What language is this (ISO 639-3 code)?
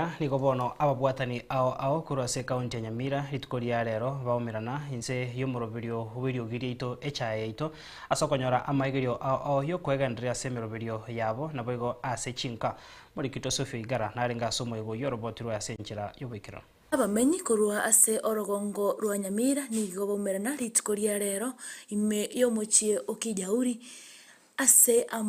guz